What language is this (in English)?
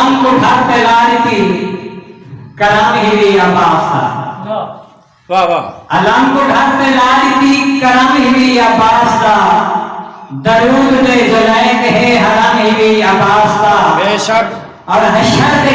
Saraiki